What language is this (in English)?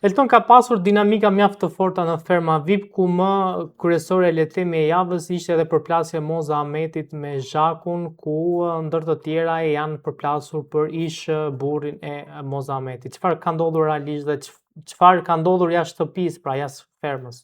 Albanian